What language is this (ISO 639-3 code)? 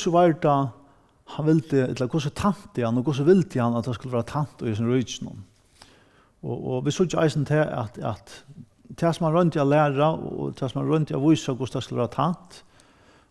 fao